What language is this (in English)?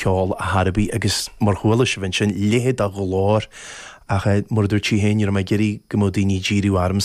Irish